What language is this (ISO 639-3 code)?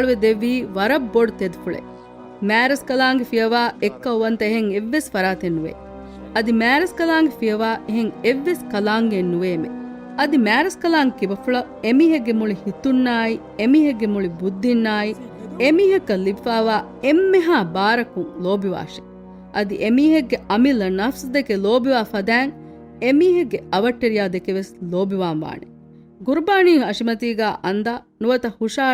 div